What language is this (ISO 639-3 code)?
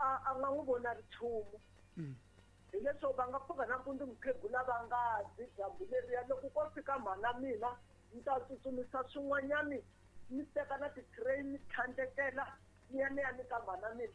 tso